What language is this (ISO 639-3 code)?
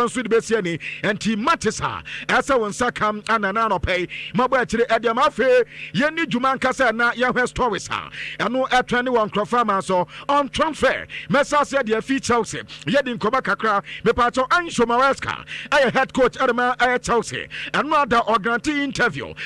aka